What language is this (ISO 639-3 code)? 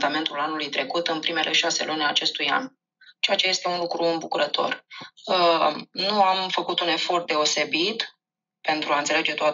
ron